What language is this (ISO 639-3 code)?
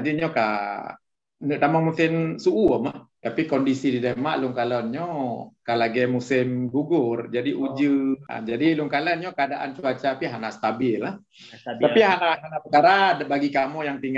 ace